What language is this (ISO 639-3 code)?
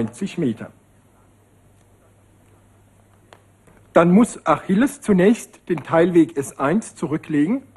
deu